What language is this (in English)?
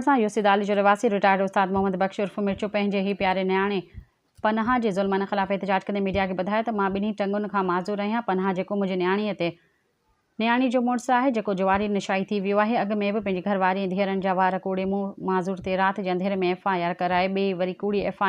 Sindhi